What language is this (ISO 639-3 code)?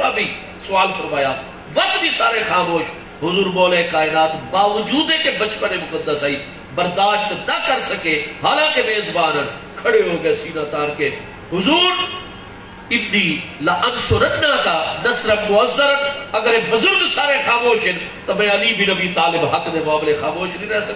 skr